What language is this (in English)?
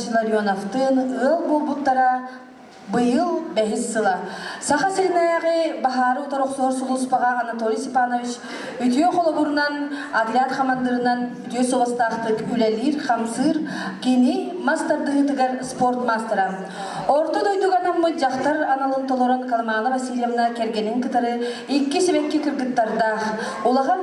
Yakut